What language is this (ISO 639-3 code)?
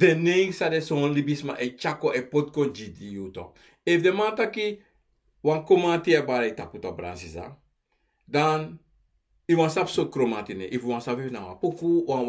srn